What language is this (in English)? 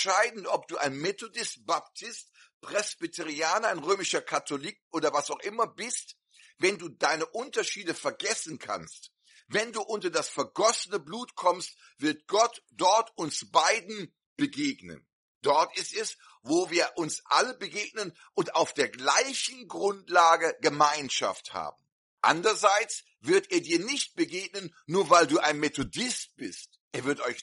German